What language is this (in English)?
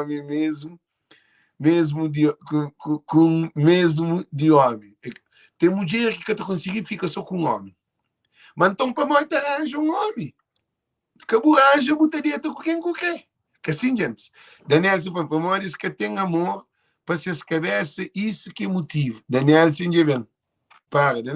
Kabuverdianu